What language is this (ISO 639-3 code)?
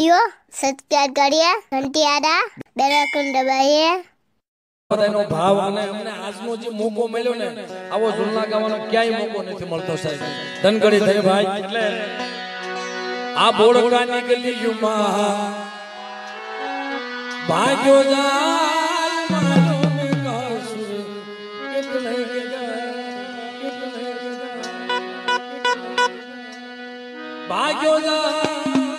guj